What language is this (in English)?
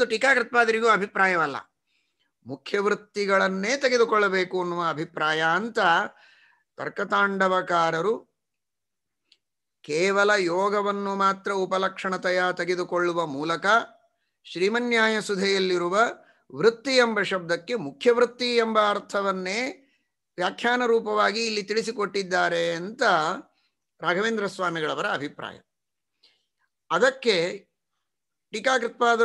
Kannada